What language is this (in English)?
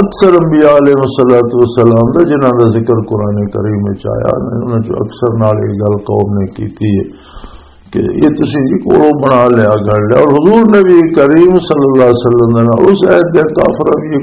Western Panjabi